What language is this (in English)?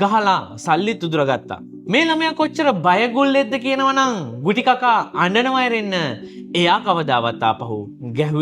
Sinhala